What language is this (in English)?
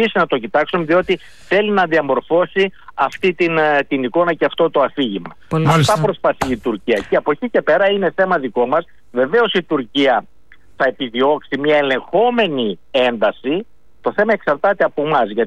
Greek